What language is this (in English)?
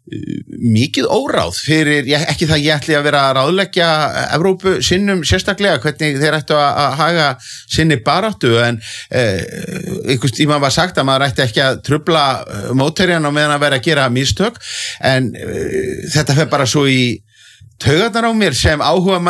Icelandic